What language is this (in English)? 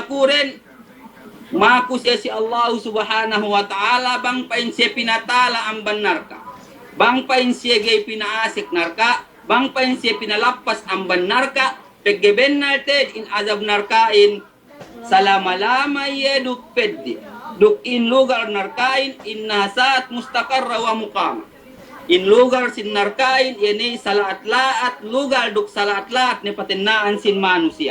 Yakan